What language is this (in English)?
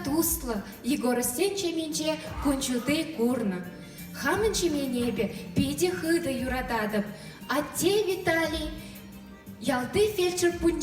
Chuvash